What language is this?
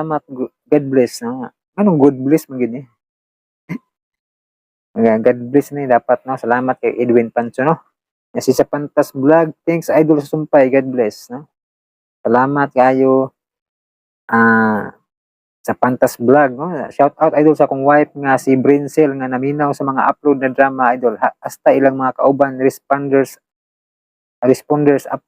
Cebuano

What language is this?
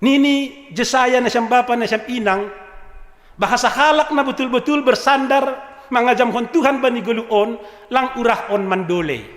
Batak Simalungun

